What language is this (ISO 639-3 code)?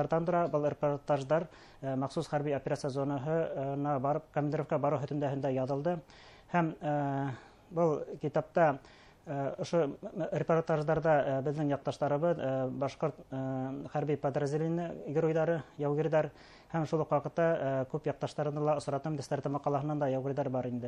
bak